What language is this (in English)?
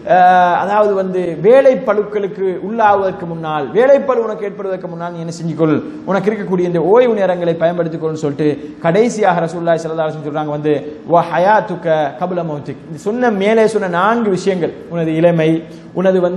Tamil